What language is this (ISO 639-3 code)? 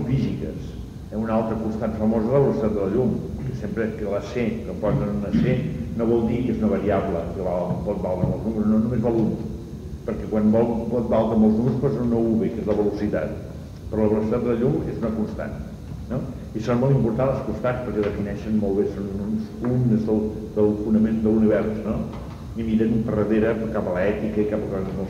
cat